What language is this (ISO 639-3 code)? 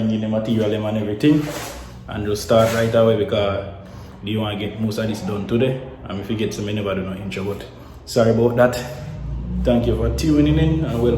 jam